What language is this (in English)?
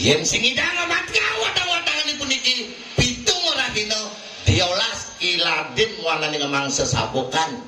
Balinese